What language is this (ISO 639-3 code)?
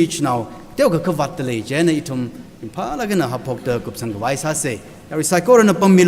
nmf